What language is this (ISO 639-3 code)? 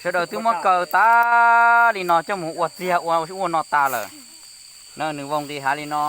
hmn